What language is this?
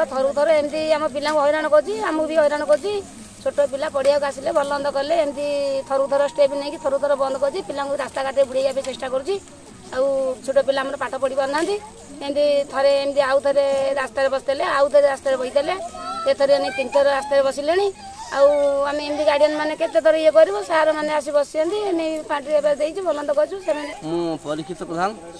Odia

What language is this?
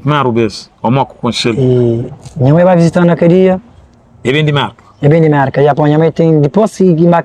Kabuverdianu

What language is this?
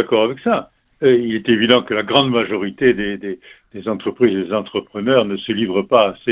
French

